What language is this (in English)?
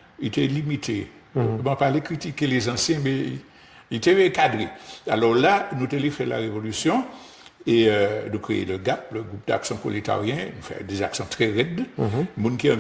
Guadeloupean Creole French